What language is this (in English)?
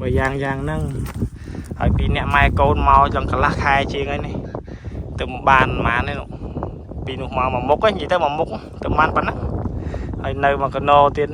Khmer